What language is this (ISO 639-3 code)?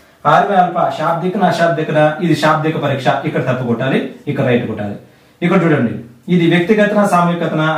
tel